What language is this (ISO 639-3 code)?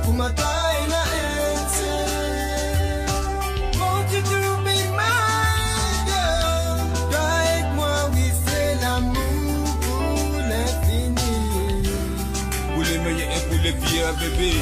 mfe